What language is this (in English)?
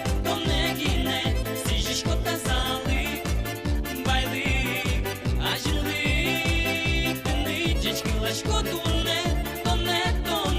Udmurt